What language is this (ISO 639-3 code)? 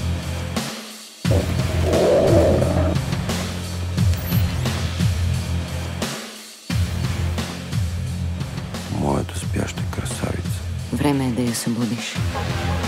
bul